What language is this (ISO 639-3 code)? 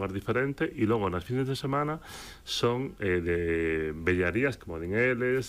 glg